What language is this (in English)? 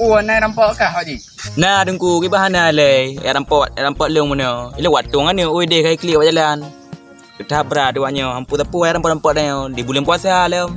Achinese